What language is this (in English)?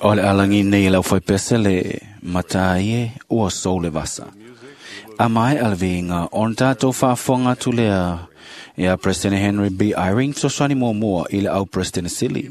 Samoan